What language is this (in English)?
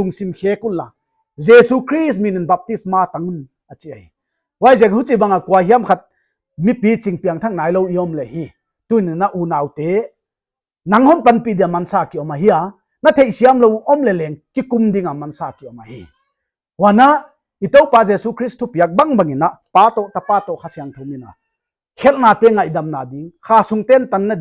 Paite Chin